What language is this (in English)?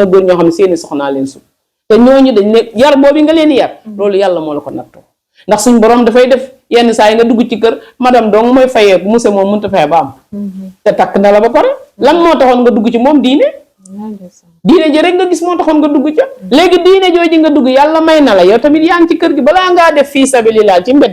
Wolof